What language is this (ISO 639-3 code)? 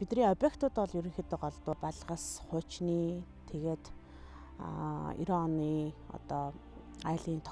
mon